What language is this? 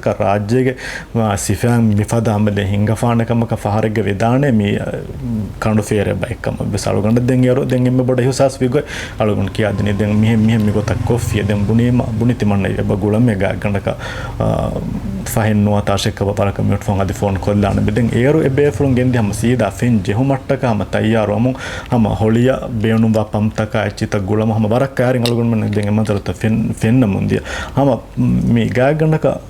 Divehi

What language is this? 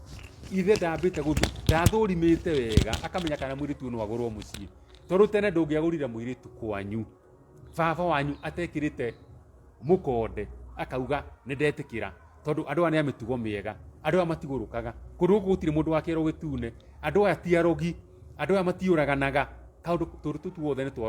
Kikuyu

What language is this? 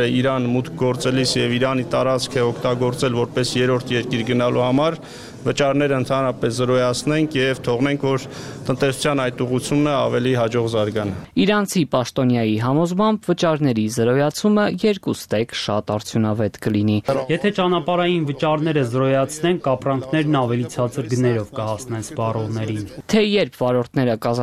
Armenian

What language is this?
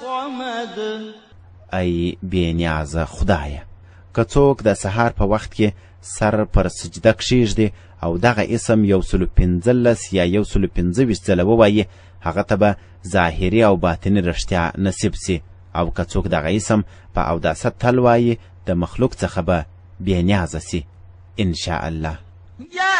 Pashto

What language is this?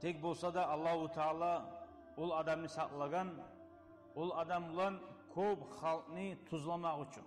Kumyk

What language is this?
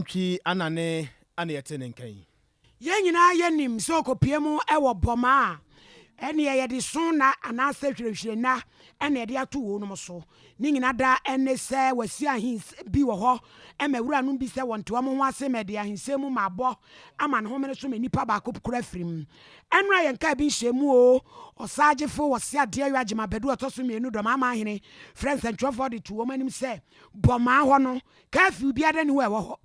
Akan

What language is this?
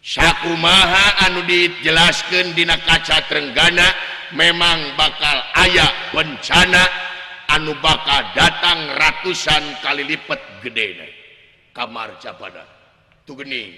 Sundanese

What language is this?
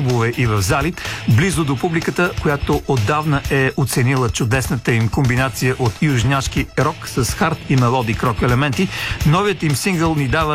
Bulgarian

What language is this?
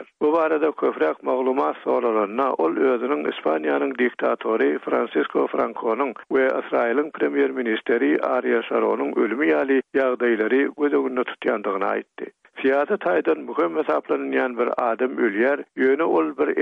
Turkmen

